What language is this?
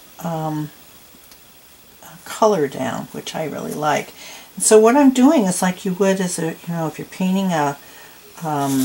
English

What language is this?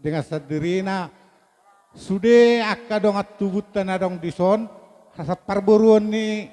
Batak Toba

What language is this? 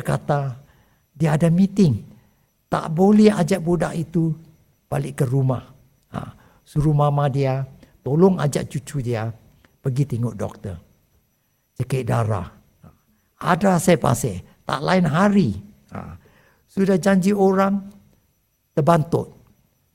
Malay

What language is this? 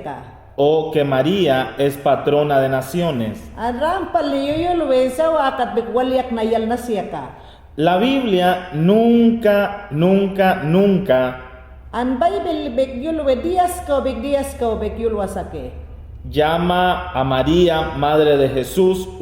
Mayangna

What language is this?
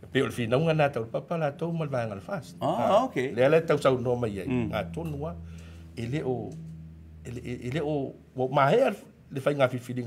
Samoan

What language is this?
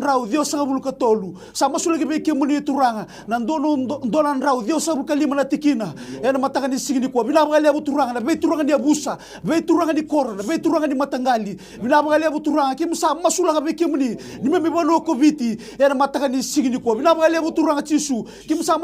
Fijian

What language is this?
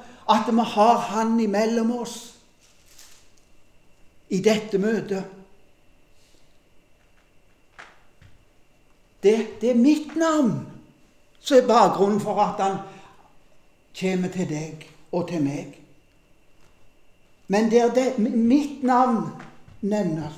Norwegian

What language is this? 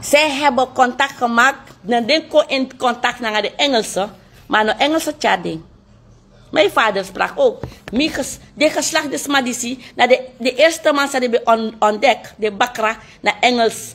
Sranan Tongo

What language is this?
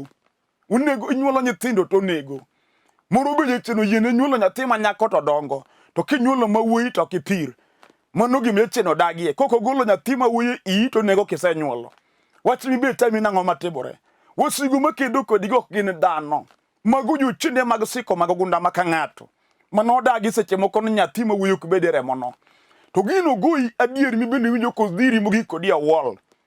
Luo (Kenya and Tanzania)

